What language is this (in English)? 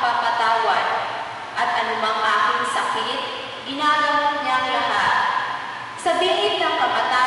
Filipino